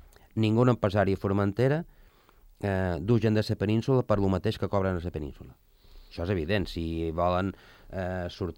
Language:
Catalan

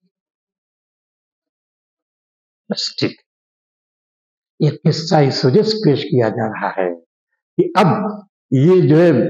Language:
Urdu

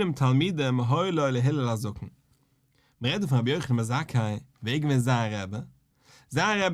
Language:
Yiddish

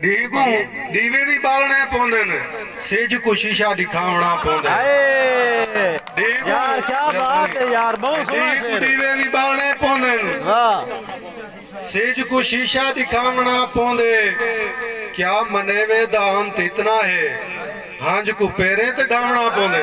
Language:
Saraiki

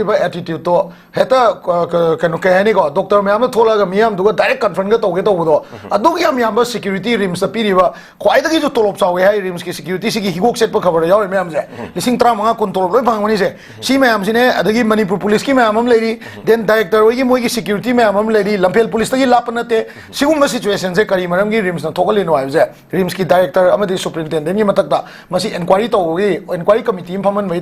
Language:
Manipuri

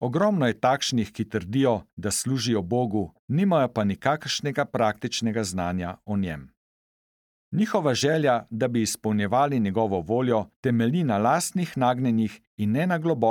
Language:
Slovenian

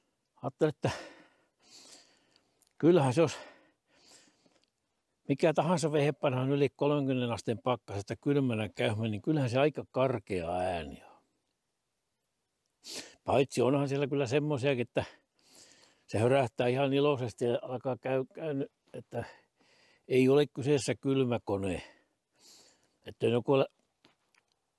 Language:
Finnish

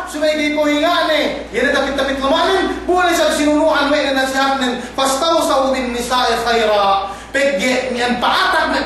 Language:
Yakan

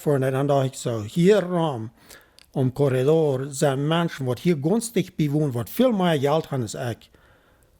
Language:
Plautdietsch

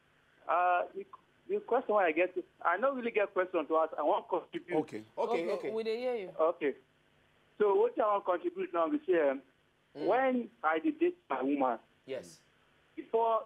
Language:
Nigerian Pidgin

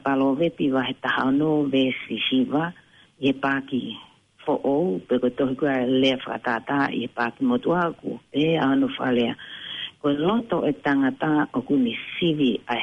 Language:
Tongan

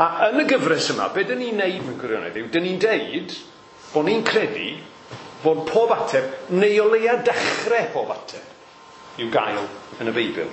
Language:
Welsh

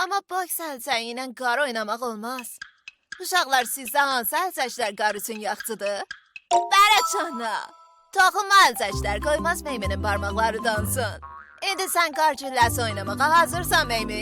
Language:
South Azerbaijani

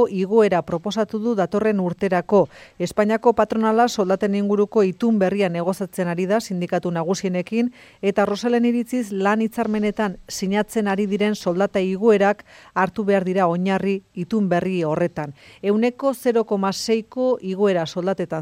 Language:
Basque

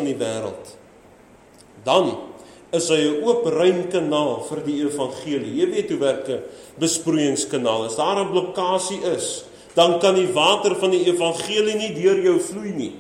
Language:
Afrikaans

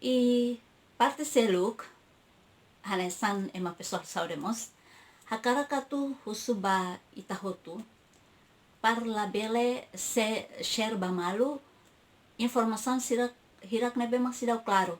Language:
Tetum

